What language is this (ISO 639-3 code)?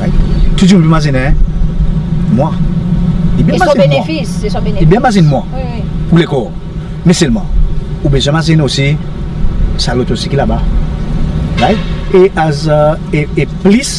crs